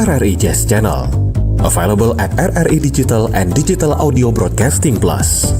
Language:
Manado Malay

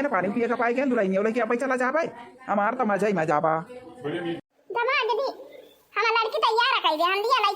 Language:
Awadhi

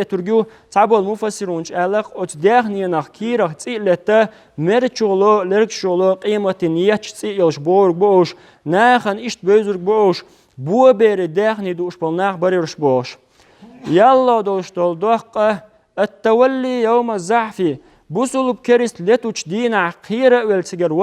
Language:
Chechen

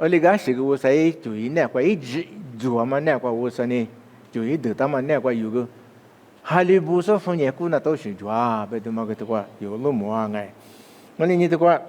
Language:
Lisu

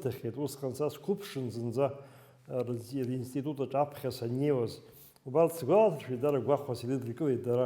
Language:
Abkhazian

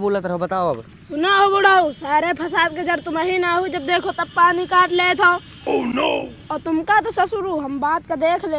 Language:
Awadhi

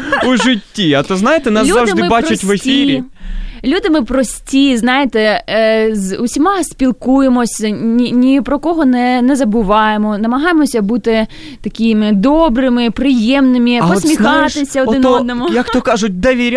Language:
Ukrainian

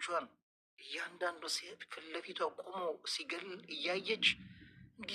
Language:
Amharic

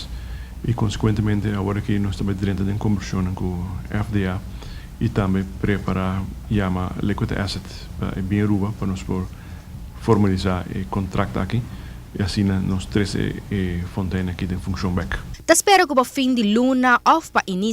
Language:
Papiamento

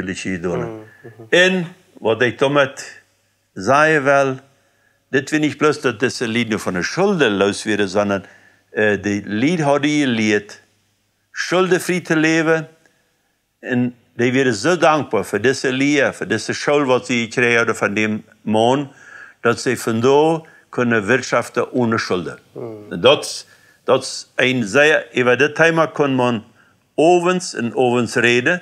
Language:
Plautdietsch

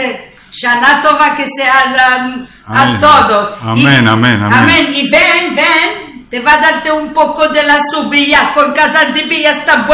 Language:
Ladino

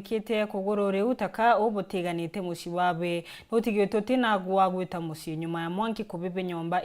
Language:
Meru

